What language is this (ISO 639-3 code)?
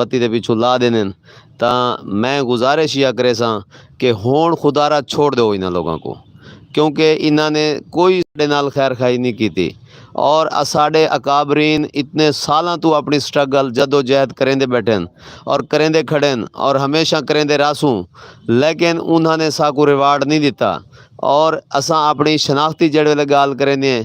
skr